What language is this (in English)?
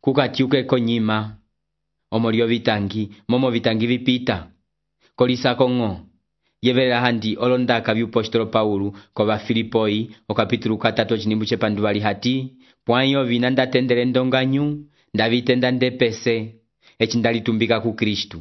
Umbundu